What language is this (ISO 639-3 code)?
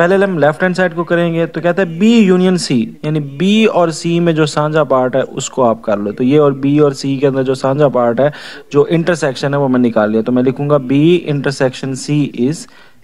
hin